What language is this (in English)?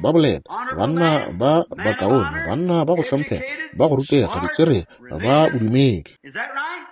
Northern Sotho